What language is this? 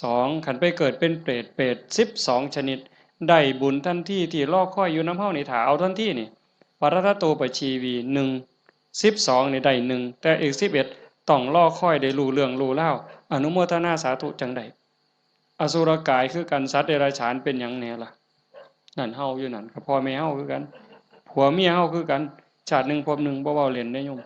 Northeastern Thai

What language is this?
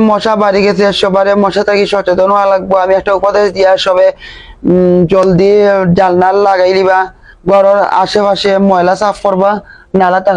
Sylheti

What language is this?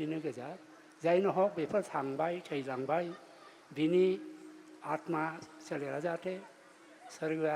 Bodo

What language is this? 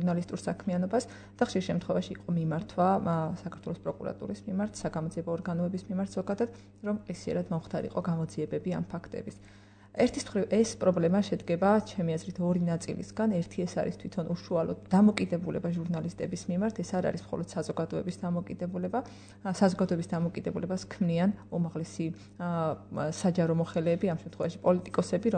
Georgian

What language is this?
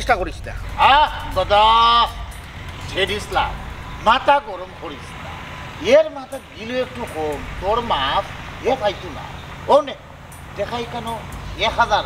Sylheti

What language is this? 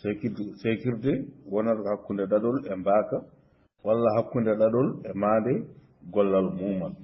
Fula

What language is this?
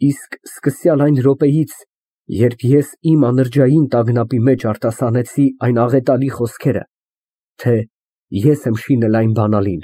Armenian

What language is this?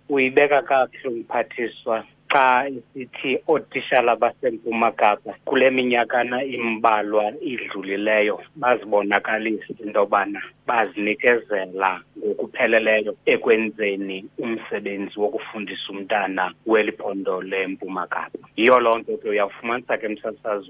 Xhosa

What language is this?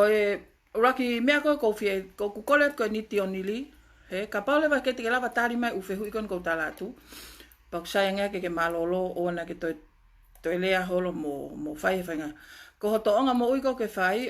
Tongan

